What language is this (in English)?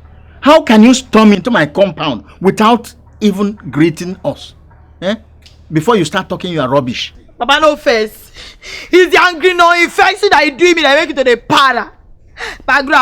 Nigerian Pidgin